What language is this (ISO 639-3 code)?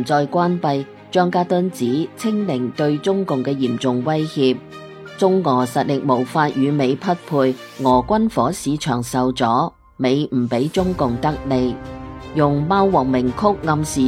yue